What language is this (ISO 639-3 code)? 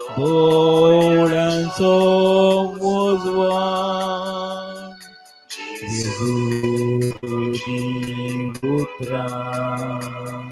kok